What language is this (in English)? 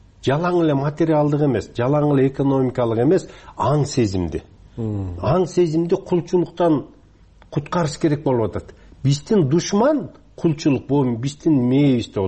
Kyrgyz